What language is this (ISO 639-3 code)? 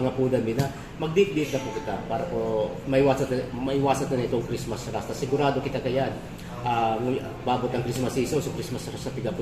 bik